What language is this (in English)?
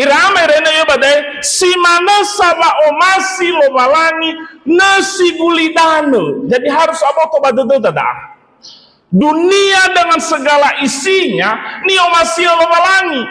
Nias